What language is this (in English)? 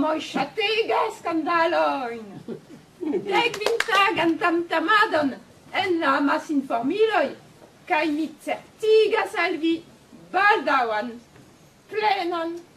Esperanto